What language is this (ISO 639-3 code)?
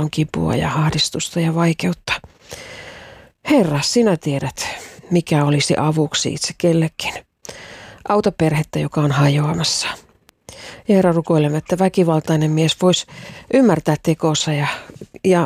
fin